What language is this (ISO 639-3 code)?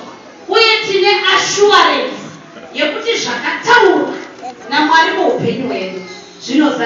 sna